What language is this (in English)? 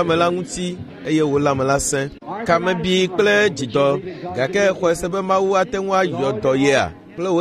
Ewe